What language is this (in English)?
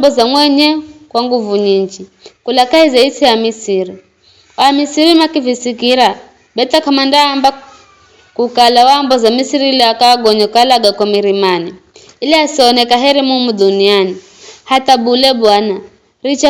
Giryama